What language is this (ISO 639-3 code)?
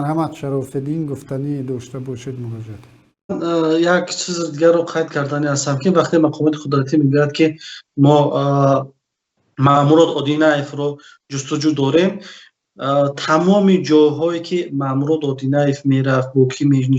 tgk